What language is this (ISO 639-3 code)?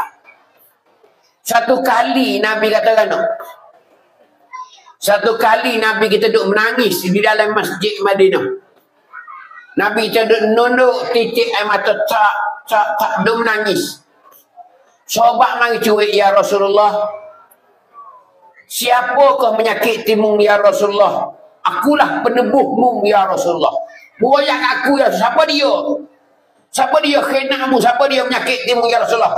mfa